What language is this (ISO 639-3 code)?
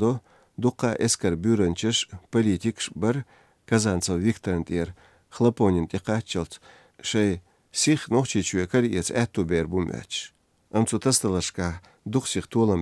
che